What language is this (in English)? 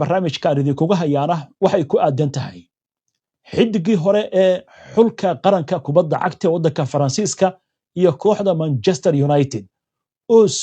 Somali